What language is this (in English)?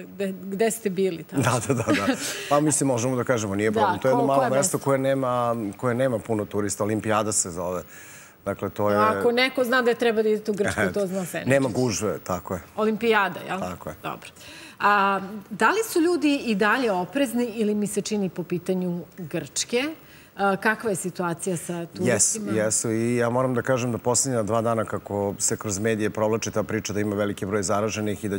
Serbian